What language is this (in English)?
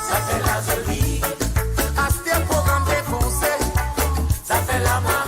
Morisyen